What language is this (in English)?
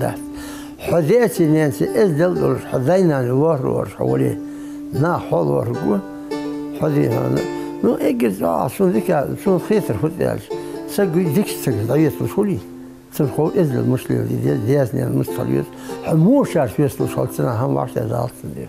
Ingush